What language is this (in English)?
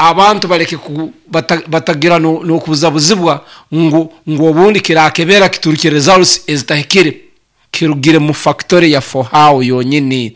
Nyoro